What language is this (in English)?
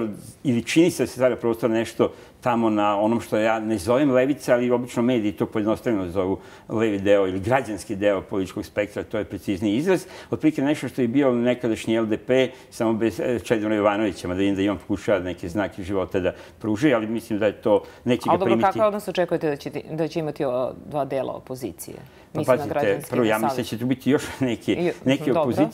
Serbian